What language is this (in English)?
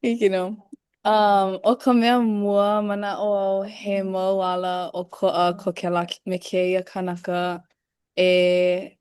Hawaiian